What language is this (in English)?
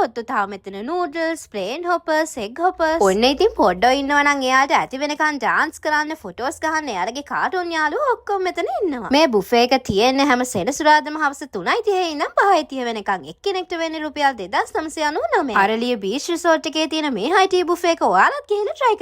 Sinhala